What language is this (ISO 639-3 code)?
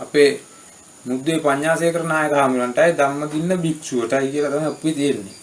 sin